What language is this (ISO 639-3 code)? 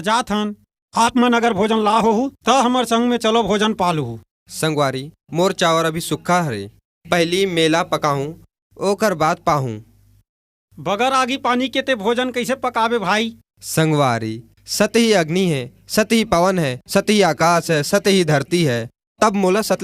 hne